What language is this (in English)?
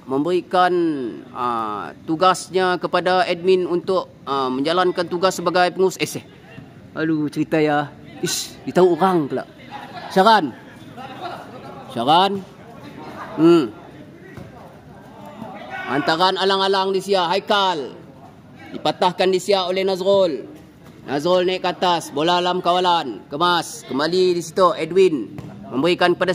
Malay